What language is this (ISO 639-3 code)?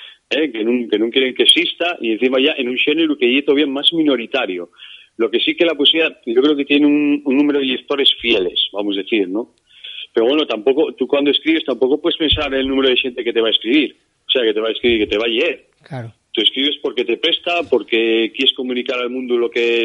ast